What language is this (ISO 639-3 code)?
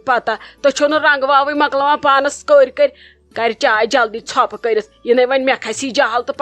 kas